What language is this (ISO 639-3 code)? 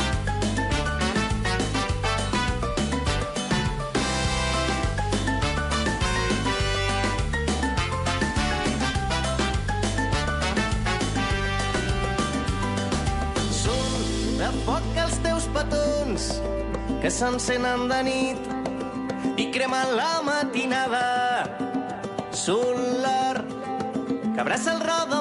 cat